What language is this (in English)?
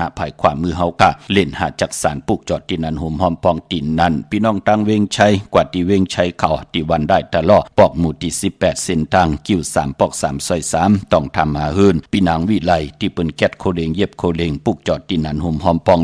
Shan